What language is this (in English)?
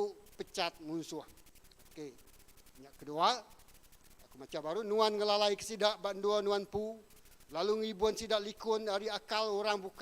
Iban